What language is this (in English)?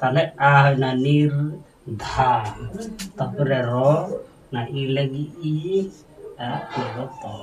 Santali